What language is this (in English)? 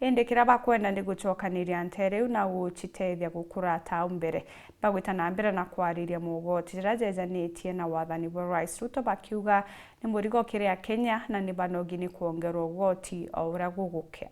Meru